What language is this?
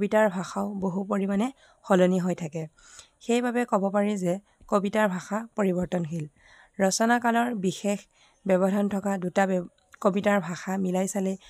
Assamese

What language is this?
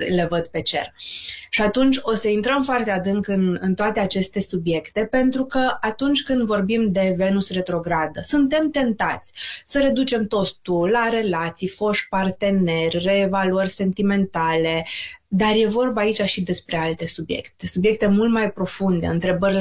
Romanian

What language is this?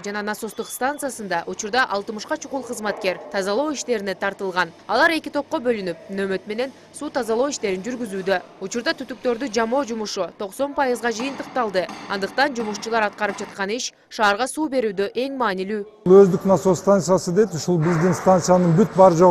Kyrgyz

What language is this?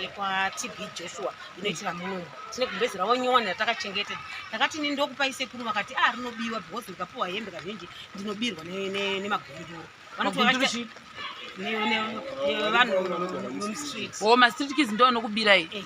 Shona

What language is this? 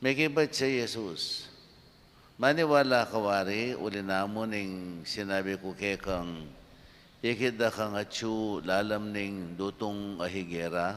Pampanga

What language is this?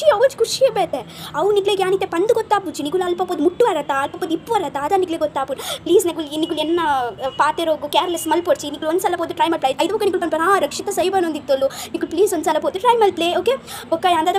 Tulu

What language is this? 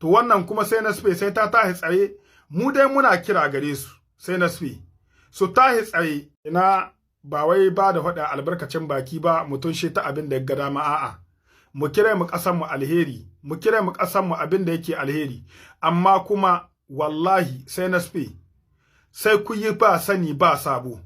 Hausa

